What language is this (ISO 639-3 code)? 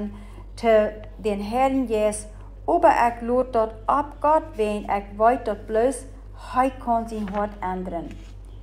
pdt